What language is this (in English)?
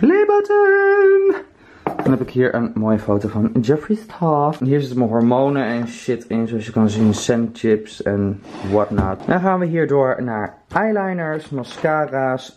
Dutch